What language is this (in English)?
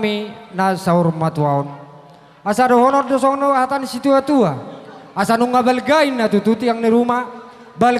Batak Toba